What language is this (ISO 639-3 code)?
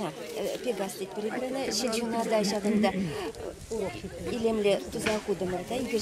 chv